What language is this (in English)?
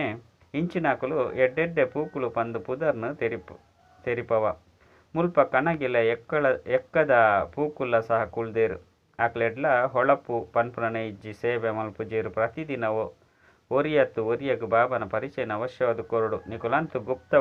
Tulu